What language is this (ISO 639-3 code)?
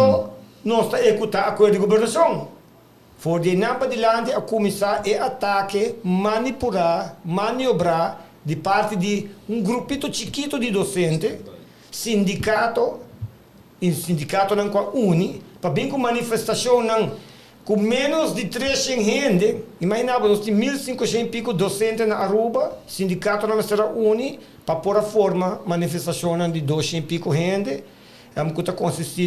pap